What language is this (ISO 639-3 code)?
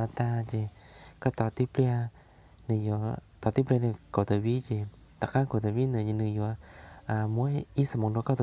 hmn